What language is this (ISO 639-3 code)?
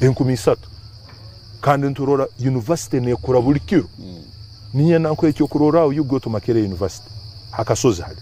nyn